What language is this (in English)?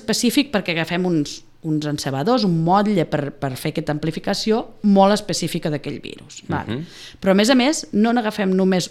Catalan